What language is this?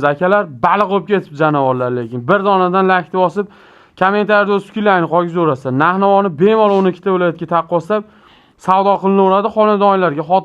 Uzbek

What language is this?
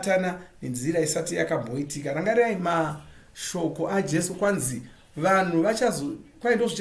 Shona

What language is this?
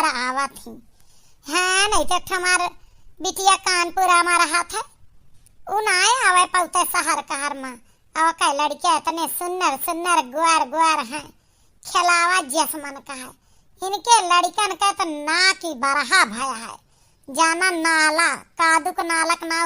Awadhi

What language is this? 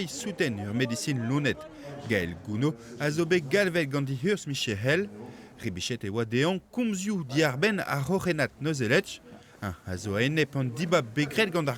Breton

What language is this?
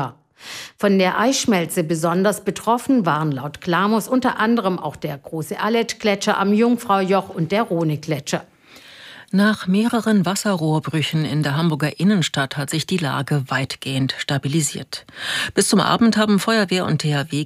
German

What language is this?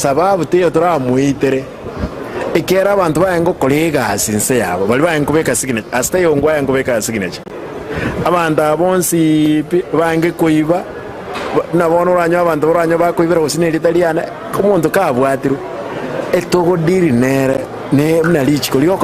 Gusii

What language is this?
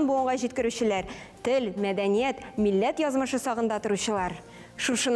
Tatar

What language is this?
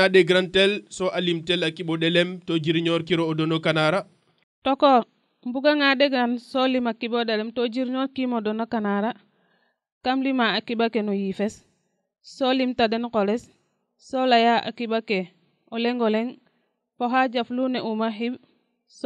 Serer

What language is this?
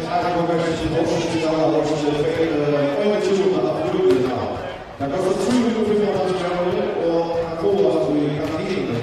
Faroese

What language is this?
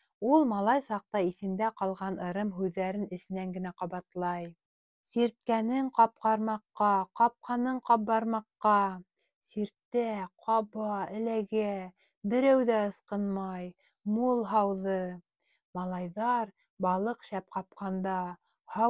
Bashkir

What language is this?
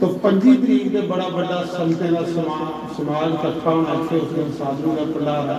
Dogri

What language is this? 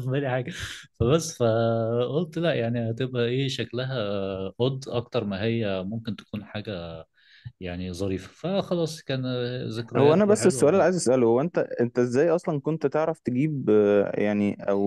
Egyptian Arabic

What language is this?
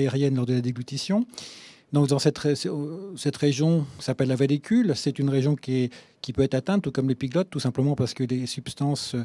French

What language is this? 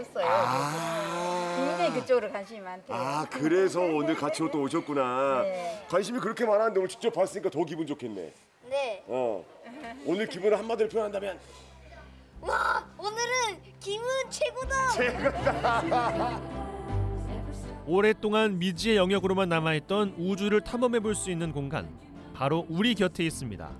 Korean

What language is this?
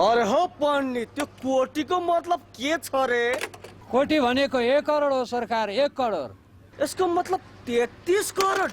Nepali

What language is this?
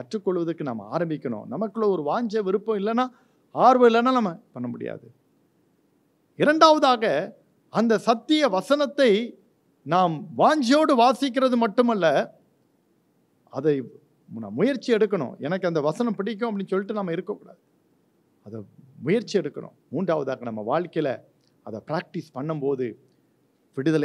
Tamil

